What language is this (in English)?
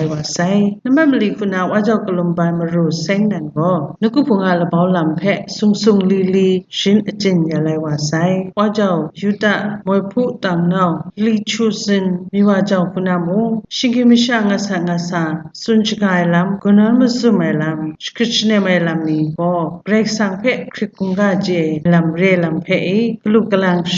Kachin